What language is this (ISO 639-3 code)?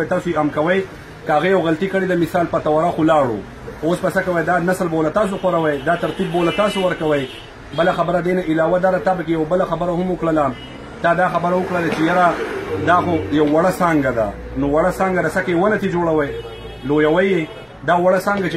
pus